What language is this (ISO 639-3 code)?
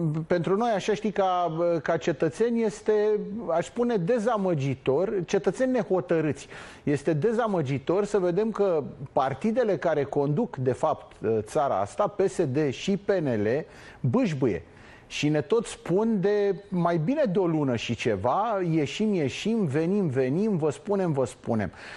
ron